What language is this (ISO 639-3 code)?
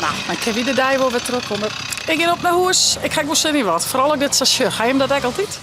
fry